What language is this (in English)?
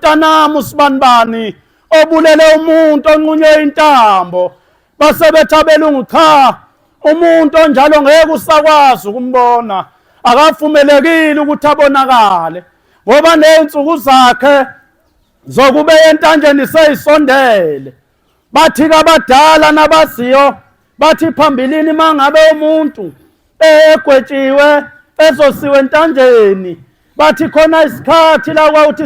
Zulu